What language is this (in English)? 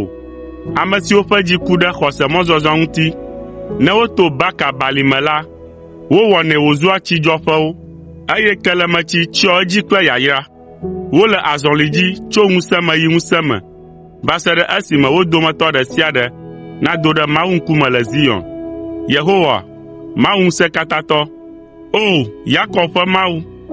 Ewe